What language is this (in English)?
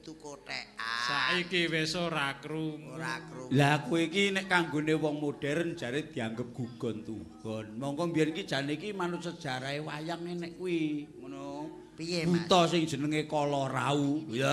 Javanese